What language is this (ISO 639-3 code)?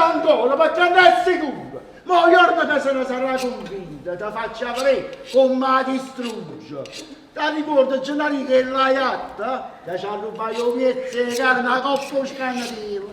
nap